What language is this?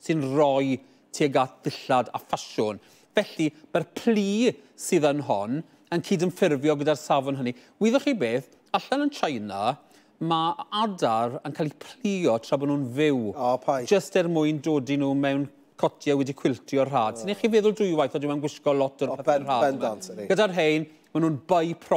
Welsh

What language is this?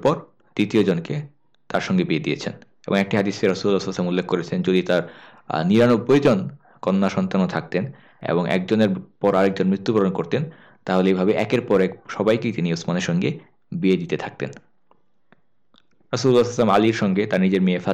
Bangla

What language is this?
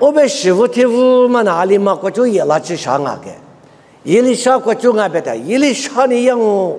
Lisu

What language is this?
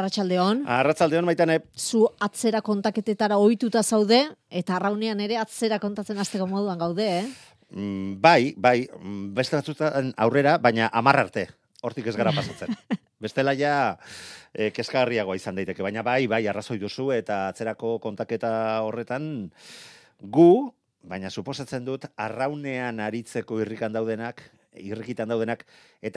Basque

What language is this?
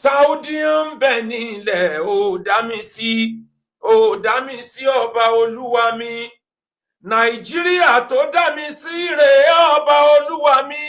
Yoruba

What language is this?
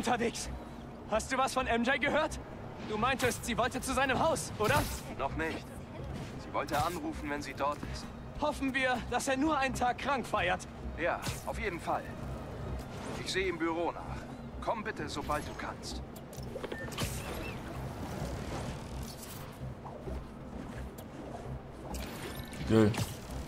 German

